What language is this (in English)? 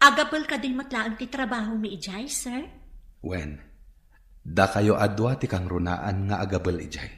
Iloko